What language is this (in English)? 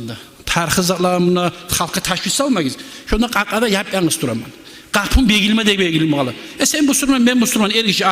Kumyk